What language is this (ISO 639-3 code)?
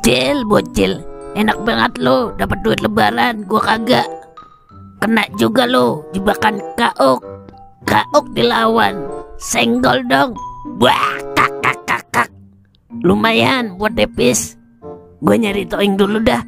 bew